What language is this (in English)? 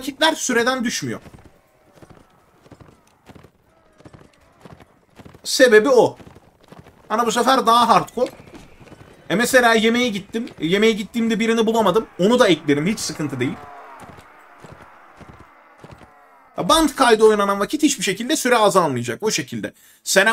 Turkish